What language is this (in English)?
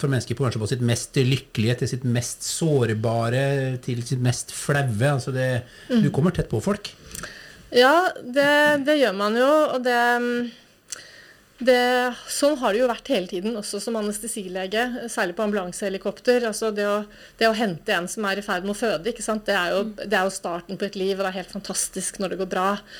Norwegian